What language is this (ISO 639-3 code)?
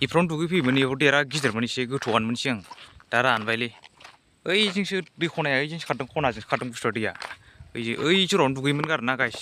brx